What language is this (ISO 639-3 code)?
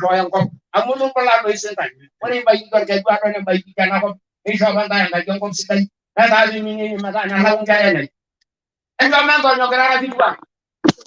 mas